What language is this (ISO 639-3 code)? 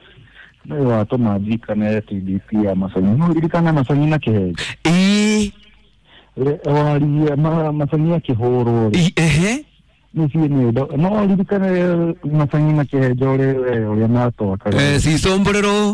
kik